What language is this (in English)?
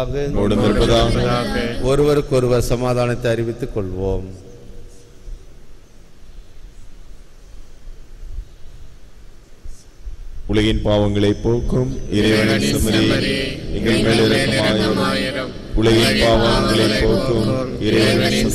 Tamil